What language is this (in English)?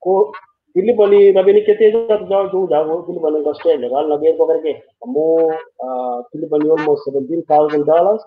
Kalenjin